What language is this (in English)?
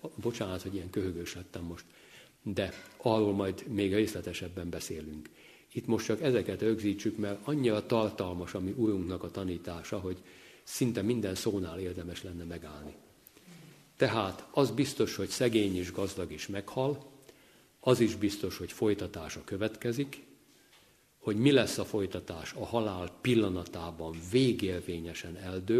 Hungarian